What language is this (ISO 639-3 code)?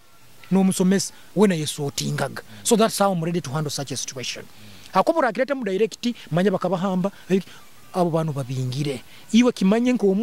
nyo